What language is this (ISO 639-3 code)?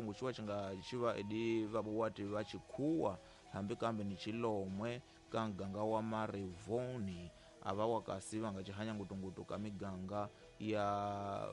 tso